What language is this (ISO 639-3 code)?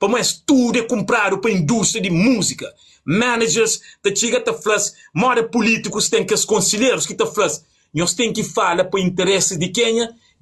kea